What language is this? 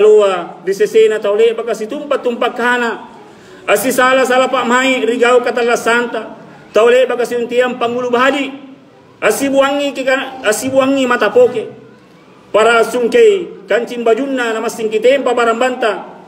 Makasar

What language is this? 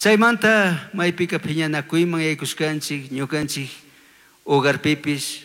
Chimborazo Highland Quichua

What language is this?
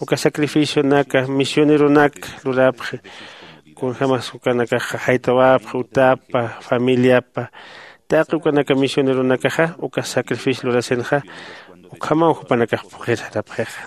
Aymara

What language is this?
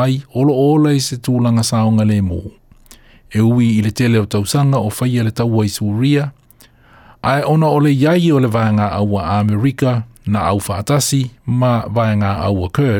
Samoan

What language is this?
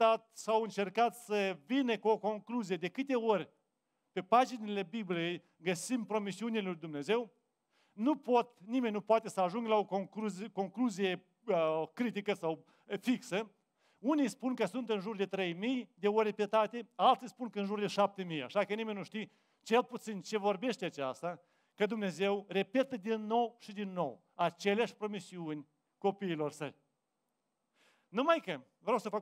Romanian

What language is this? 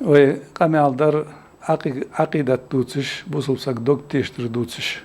Ingush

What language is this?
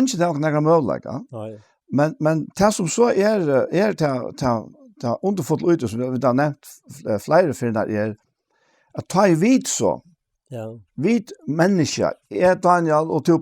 Faroese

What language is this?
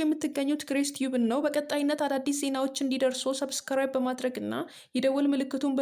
Amharic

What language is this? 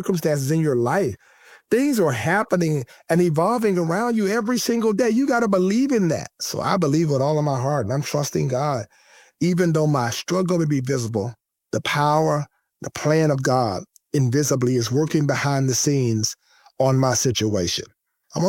English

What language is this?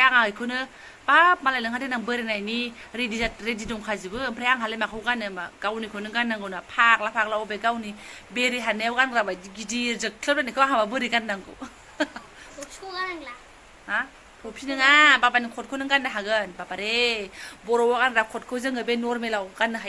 Bodo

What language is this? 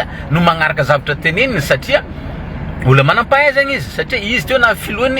Malagasy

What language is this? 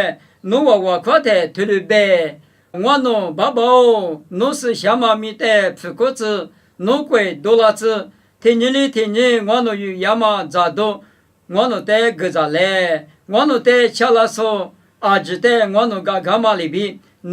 Lisu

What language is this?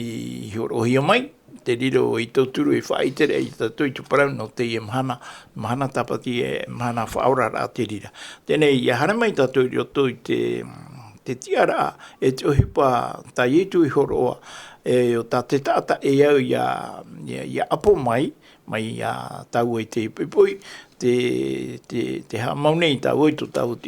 Tahitian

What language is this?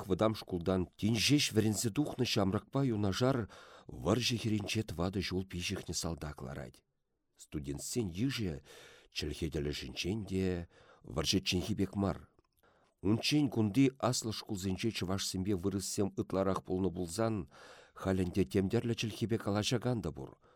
Chuvash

